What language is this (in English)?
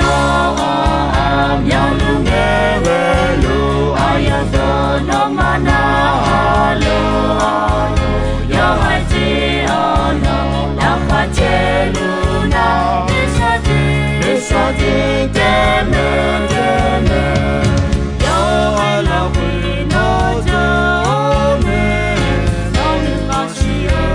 Akha